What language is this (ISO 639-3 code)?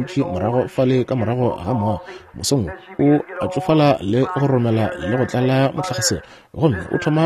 nso